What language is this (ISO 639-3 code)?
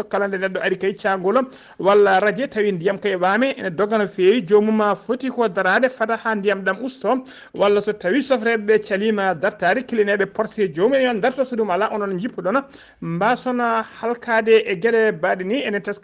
ful